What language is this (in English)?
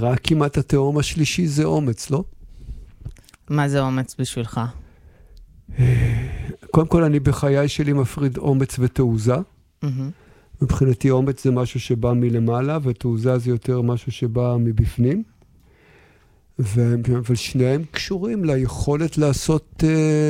Hebrew